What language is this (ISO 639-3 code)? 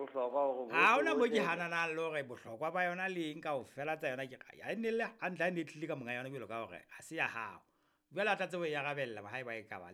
sot